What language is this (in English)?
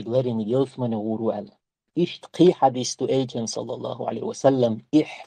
Chechen